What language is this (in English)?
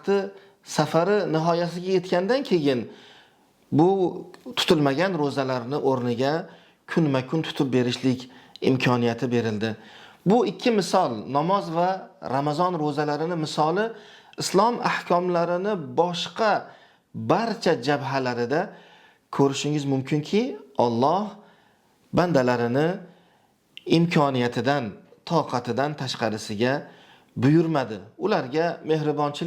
Uzbek